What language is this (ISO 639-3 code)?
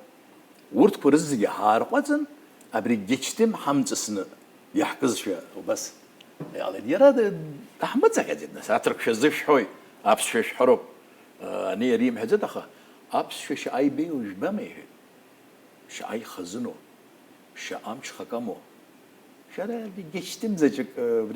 abk